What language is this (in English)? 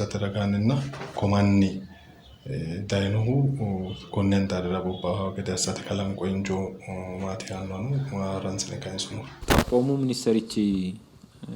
Sidamo